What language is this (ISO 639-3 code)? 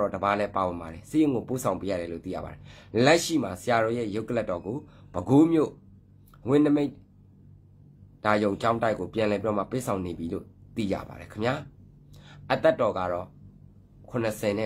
mya